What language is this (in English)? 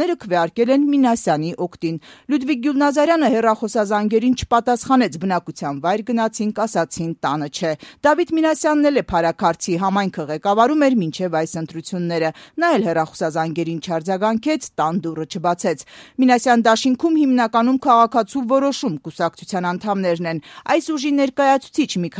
Armenian